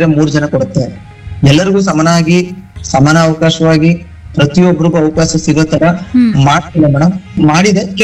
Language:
Kannada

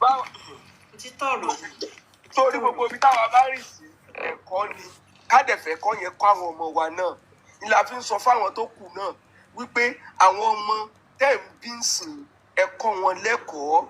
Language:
Yoruba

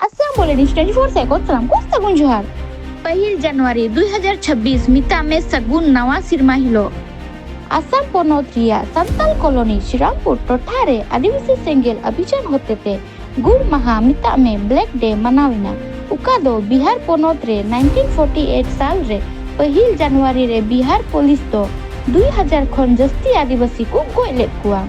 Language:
Santali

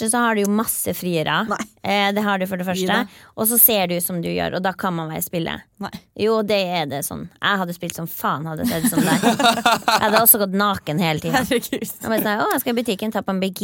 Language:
Norwegian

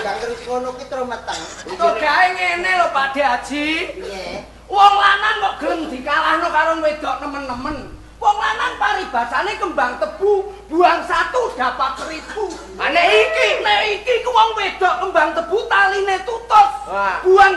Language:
Javanese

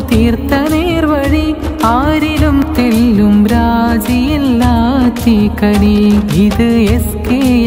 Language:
Malayalam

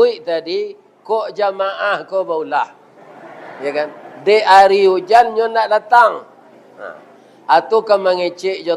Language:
Minangkabau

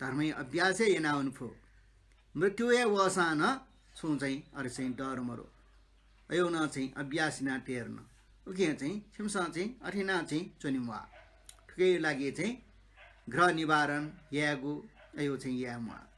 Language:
Newari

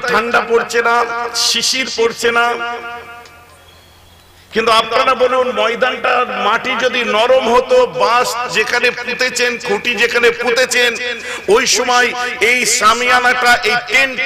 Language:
Bangla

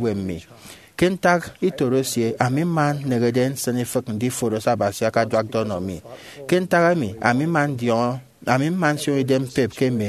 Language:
Efik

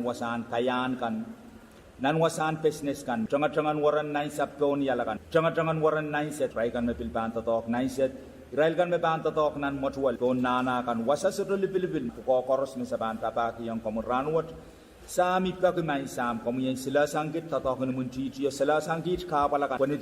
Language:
Pohnpeian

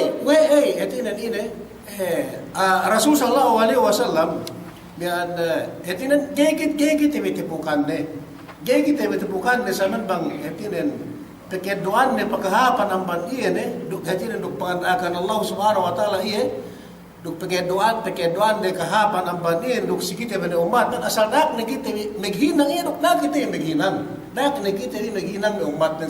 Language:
Yakan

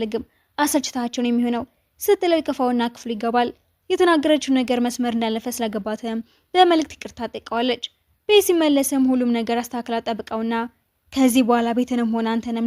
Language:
Amharic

